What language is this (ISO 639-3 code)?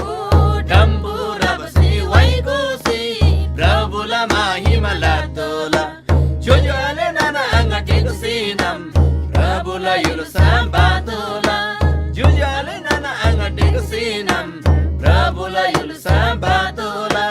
taj